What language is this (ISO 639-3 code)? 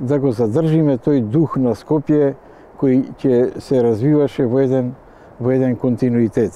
mkd